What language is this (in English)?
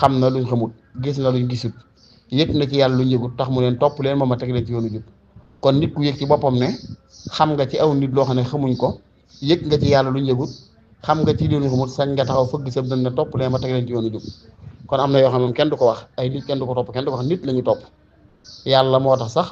Wolof